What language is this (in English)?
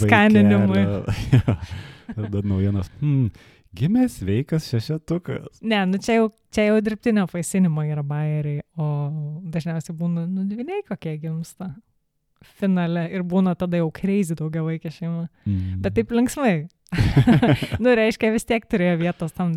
Lithuanian